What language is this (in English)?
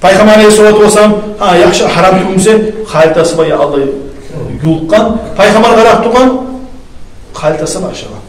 Kumyk